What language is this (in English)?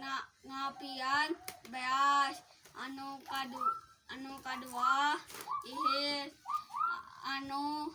Sundanese